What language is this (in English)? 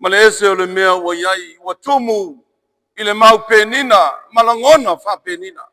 Samoan